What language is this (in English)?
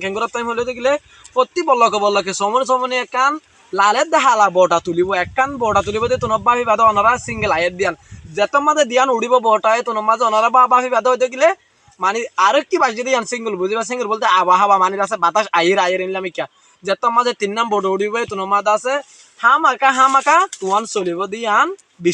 Rohingya